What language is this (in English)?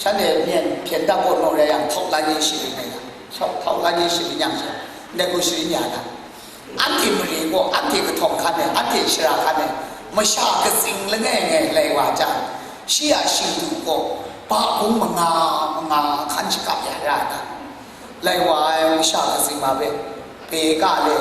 Kachin